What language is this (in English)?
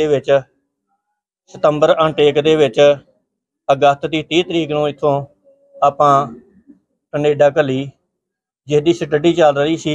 Punjabi